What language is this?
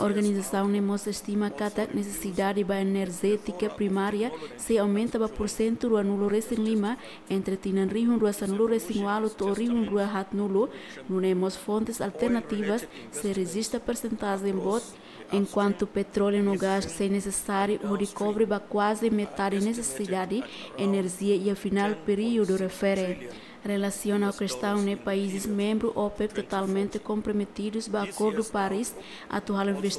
Tetum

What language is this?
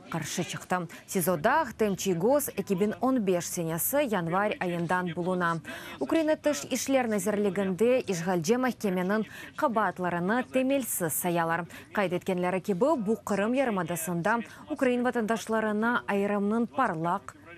Crimean Tatar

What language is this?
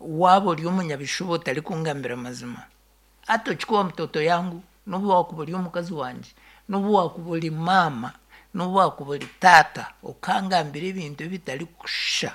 Nyankole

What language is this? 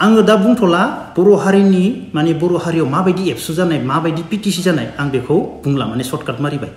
Bodo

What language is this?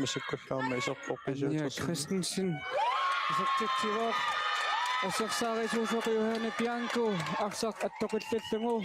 Kalaallisut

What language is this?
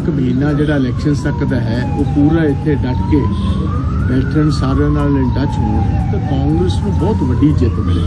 Punjabi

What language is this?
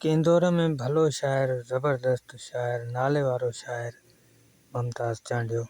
Sindhi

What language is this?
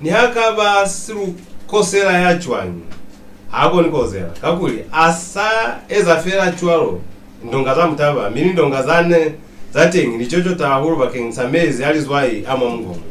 Lozi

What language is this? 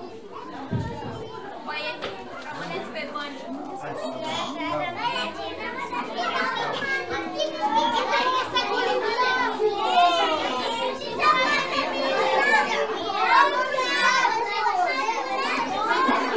Romanian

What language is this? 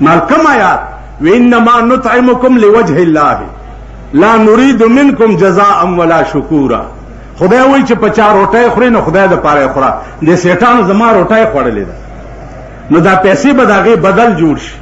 Pashto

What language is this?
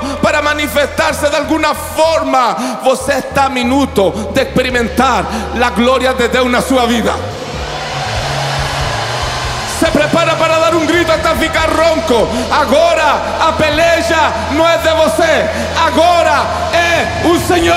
Portuguese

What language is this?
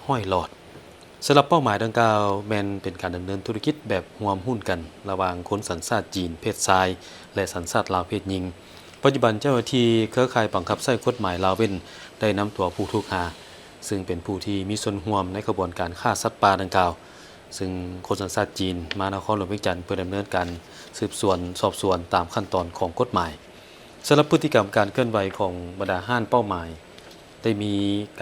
Lao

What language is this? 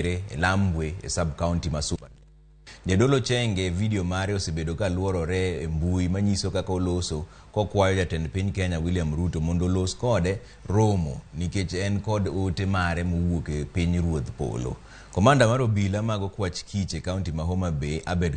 Luo (Kenya and Tanzania)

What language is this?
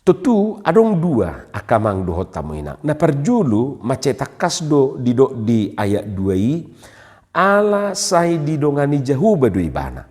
Batak Toba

